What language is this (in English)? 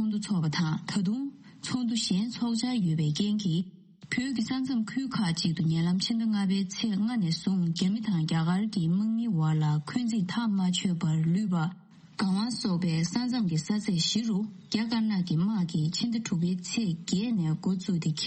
Tibetan